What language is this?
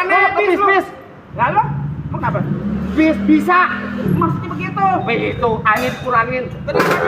Betawi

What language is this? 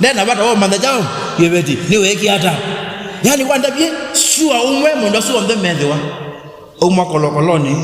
Kamba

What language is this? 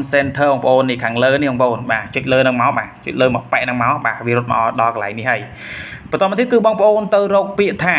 Khmer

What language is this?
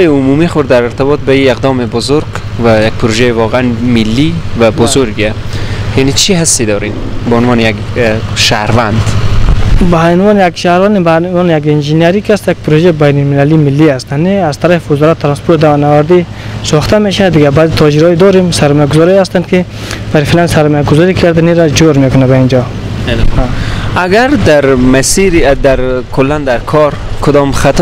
Persian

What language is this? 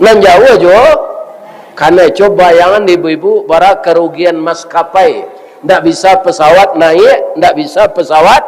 Minangkabau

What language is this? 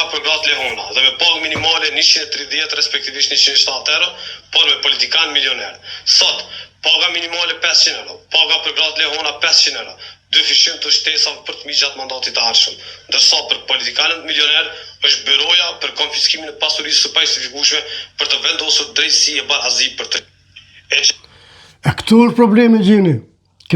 Albanian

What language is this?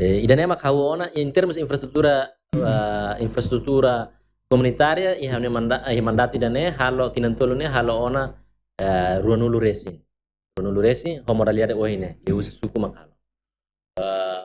Tetum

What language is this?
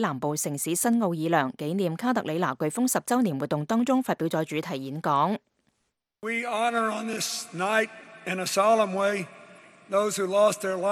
Cantonese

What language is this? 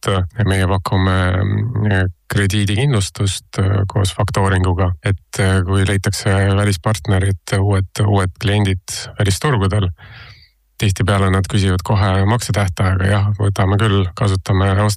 Estonian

